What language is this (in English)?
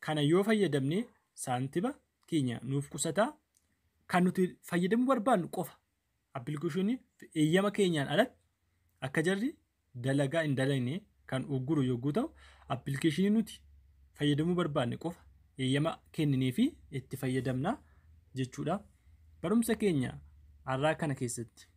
Oromo